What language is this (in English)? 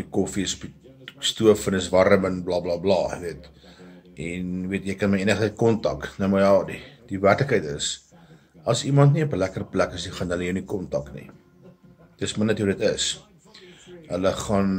Afrikaans